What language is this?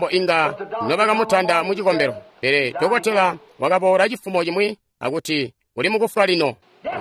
Tonga (Zambia)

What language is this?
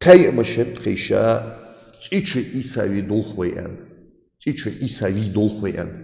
Ingush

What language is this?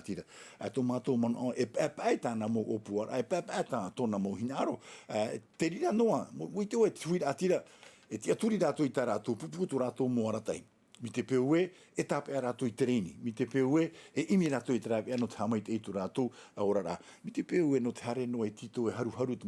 Tahitian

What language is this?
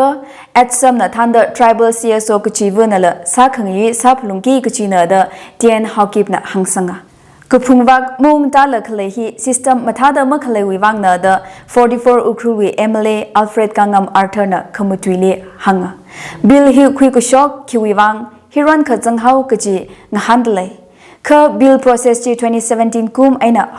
Tangkhul Naga (India)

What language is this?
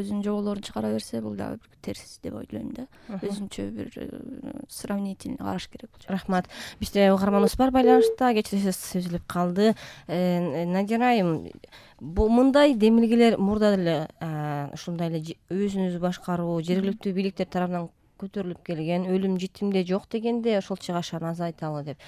Kyrgyz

